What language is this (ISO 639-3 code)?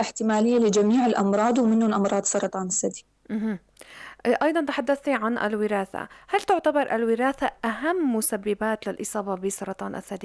apc